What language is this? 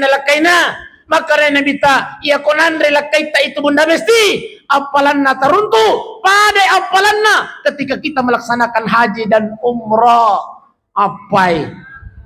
Buginese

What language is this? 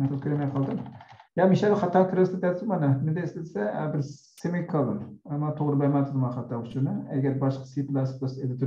Uyghur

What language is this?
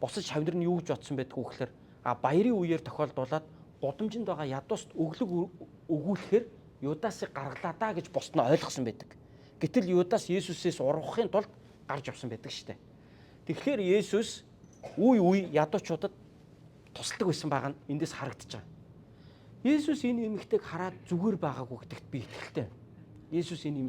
Mongolian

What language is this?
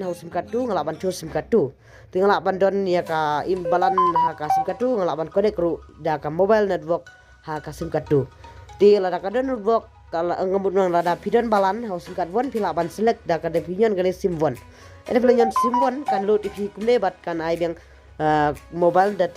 Khasi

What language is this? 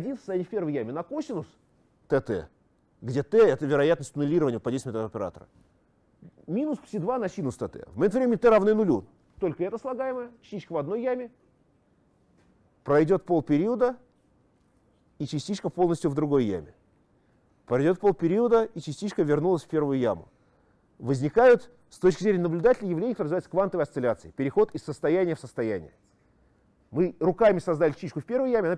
Russian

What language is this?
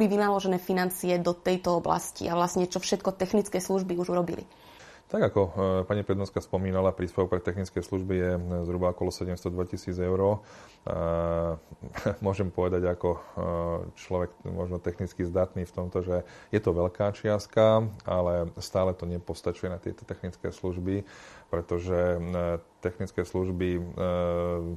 Slovak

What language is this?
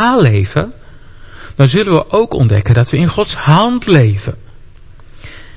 Dutch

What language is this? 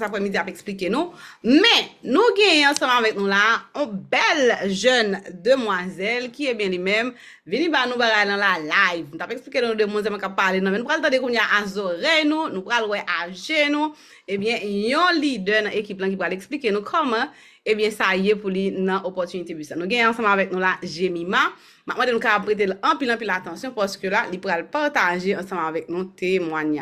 Haitian Creole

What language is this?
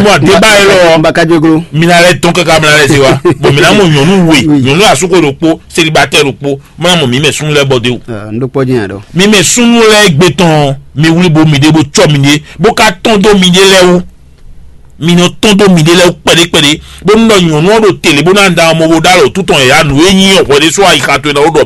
Fon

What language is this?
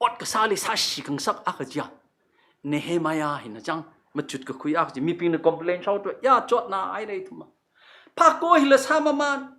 Tangkhul Naga (India)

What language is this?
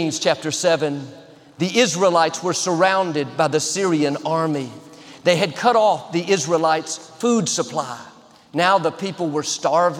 English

